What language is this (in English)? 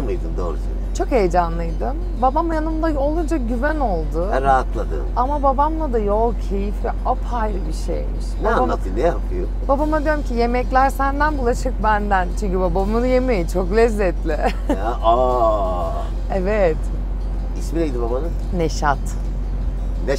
Turkish